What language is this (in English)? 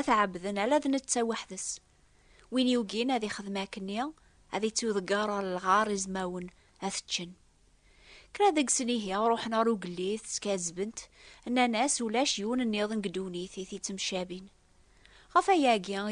Kabyle